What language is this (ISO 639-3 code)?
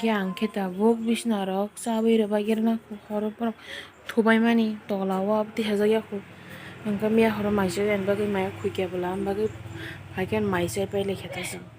trp